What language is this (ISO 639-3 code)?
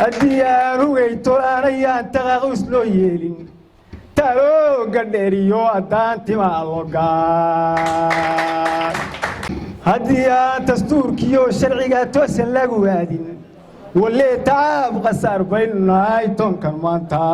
som